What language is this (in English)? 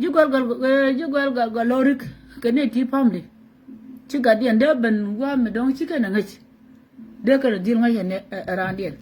Nuer